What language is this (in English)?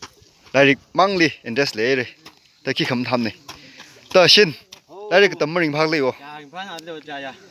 Tangkhul Naga (India)